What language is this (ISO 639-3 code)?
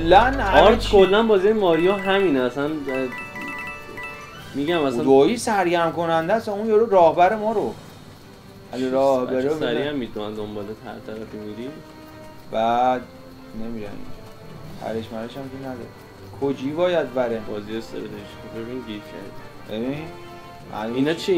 fas